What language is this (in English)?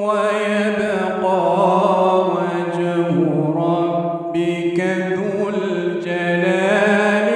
Ngazidja Comorian